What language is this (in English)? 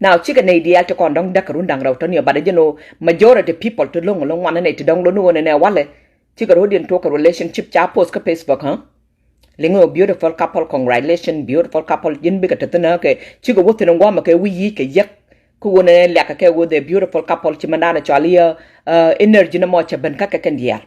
Nuer